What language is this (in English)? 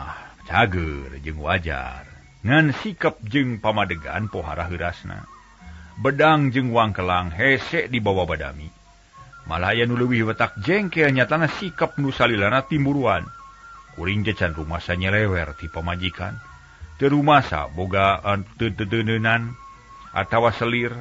Sundanese